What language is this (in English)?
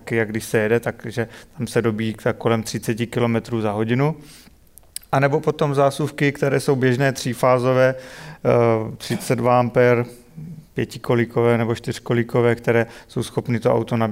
Czech